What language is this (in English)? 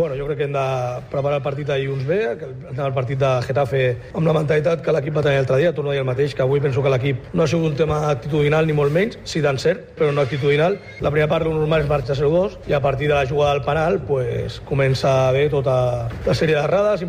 Catalan